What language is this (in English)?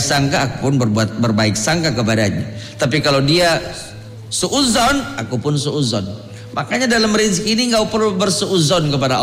Indonesian